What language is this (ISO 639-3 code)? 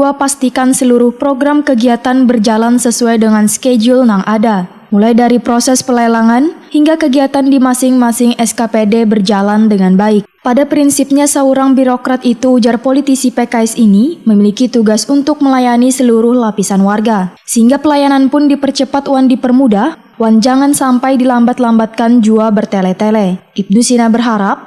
bjn